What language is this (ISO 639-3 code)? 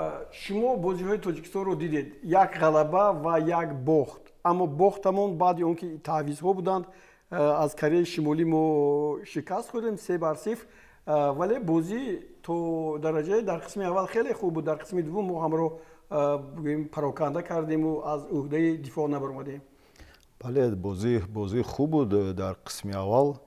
tgk